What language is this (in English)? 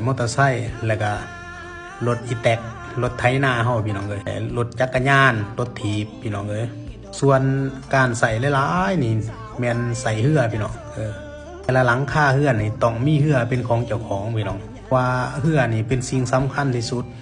Lao